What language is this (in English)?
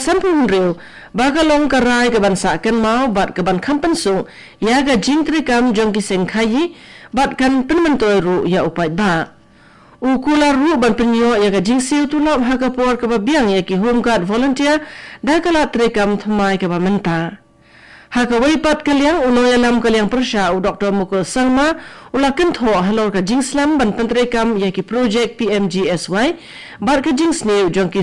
Khasi